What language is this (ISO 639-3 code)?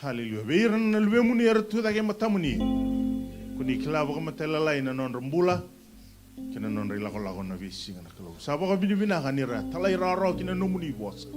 fij